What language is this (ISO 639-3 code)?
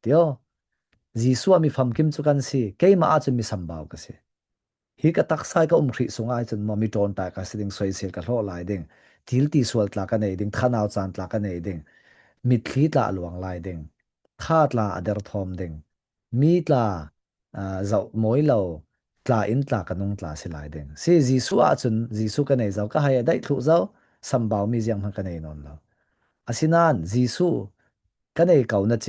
cfm